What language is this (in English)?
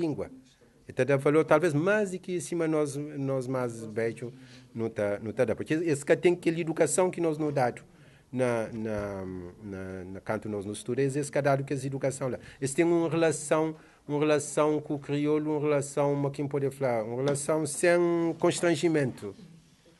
Kabuverdianu